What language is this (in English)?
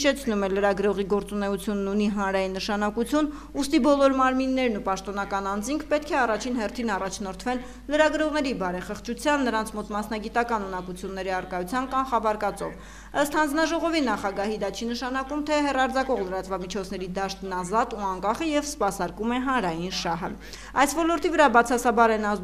Armenian